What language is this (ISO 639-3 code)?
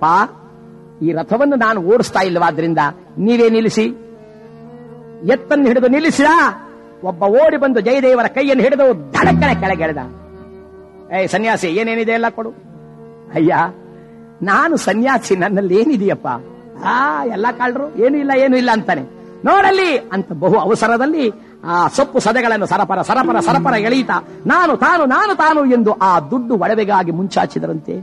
kan